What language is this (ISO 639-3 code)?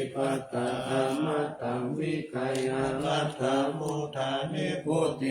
pli